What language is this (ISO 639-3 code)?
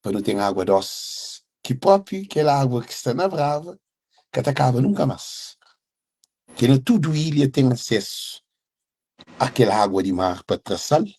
kea